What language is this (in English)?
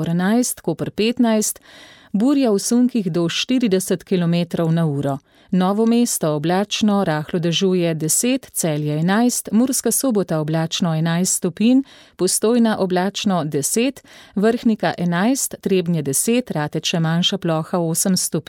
Slovenian